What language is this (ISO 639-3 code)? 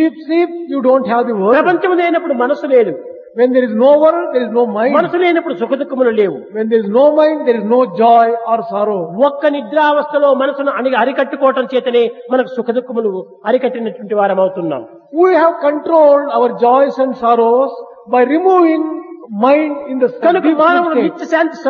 tel